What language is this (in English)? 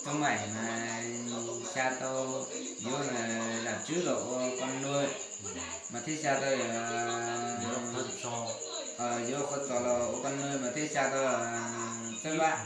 Hmong